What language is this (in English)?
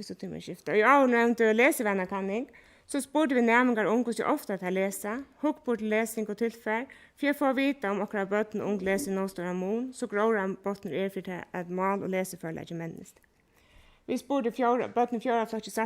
Faroese